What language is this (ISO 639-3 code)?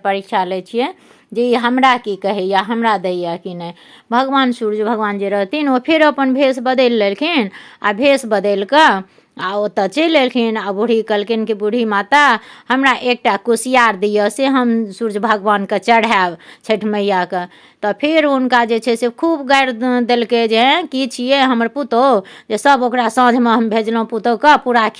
mai